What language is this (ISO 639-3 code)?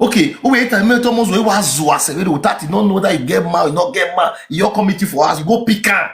pcm